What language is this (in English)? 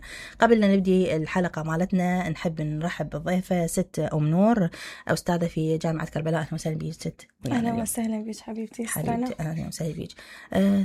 Mesopotamian Arabic